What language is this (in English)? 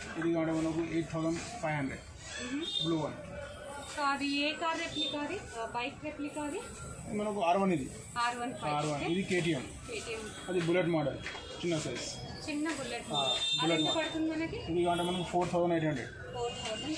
Telugu